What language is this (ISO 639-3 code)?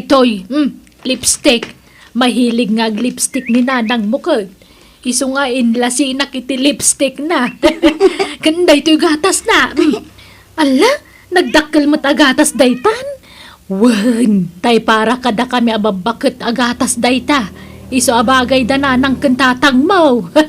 ilo